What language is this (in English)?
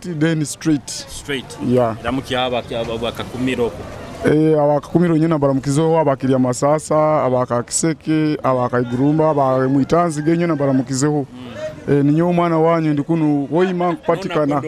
Nyoro